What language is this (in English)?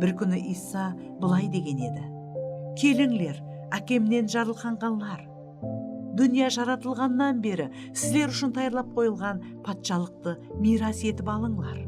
Kara-Kalpak